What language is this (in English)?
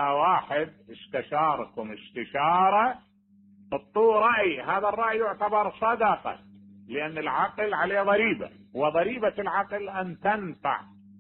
Mesopotamian Arabic